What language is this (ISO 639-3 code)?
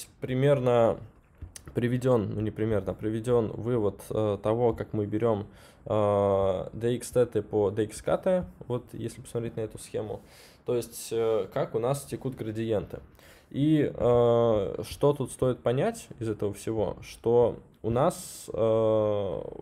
rus